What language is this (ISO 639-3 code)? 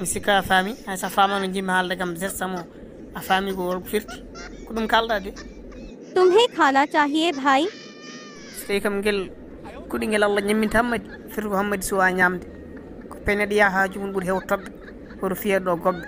ful